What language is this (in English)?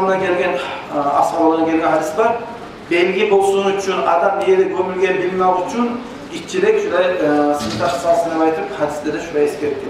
Kumyk